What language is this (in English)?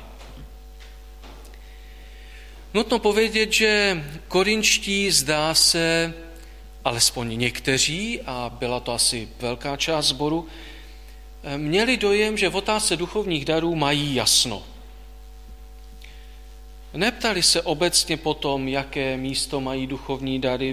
Czech